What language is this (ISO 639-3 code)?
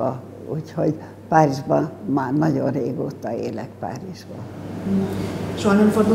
hun